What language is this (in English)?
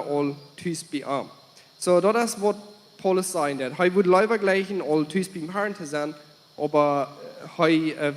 Plautdietsch